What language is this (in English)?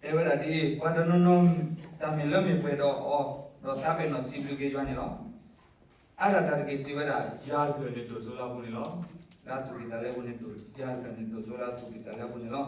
S'gaw Karen